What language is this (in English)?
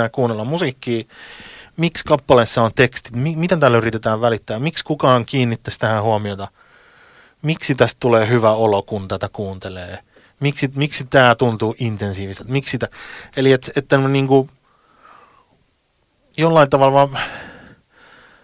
Finnish